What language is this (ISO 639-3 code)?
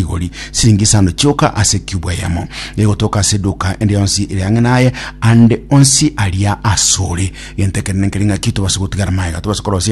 guz